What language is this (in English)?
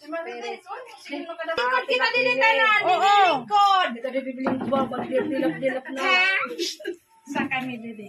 Waray